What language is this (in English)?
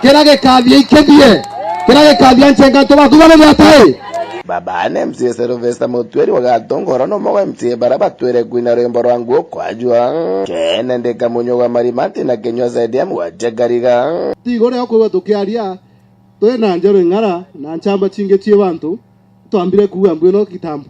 Meru